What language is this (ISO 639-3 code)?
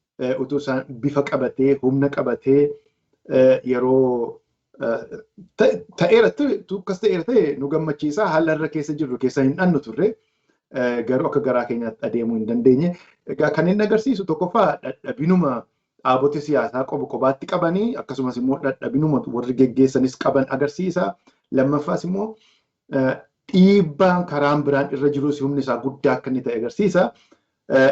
orm